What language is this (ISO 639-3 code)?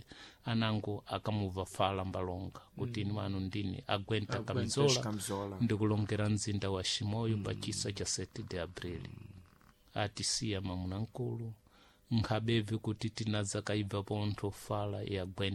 seh